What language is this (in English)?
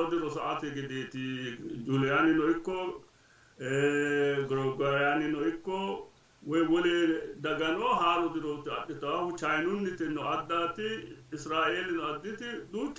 Sidamo